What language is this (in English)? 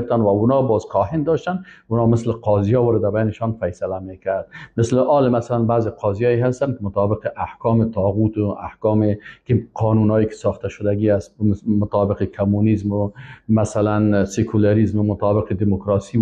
Persian